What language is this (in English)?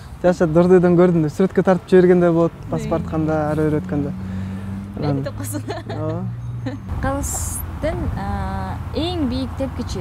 Kyrgyz